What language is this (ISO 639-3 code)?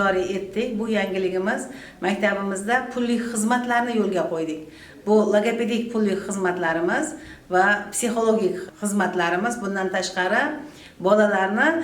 uzb